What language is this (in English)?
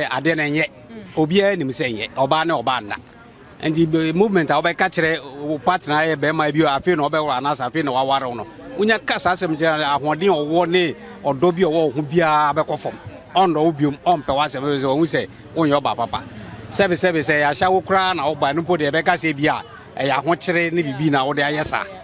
Akan